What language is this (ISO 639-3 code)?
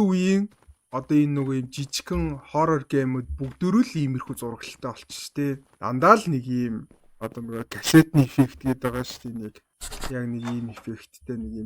mon